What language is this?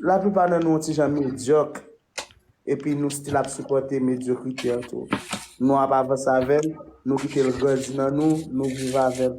Haitian Creole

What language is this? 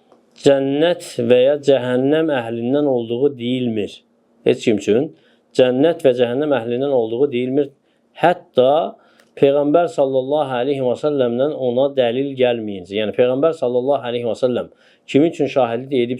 Azerbaijani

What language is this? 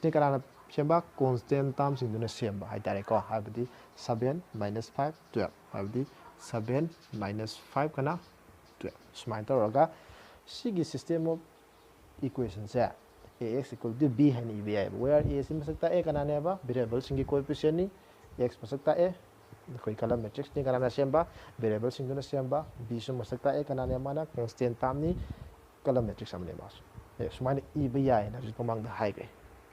Manipuri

